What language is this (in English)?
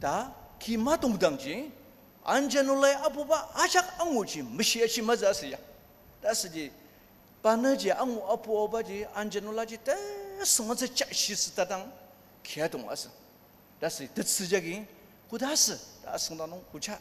Ao Naga